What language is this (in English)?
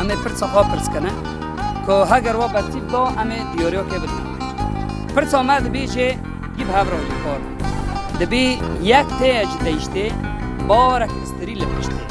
Kurdish